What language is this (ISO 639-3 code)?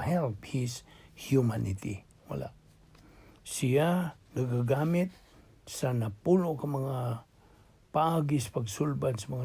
ceb